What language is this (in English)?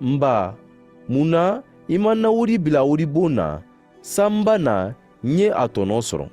Mandingo